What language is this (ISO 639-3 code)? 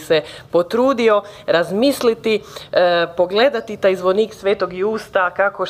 hrv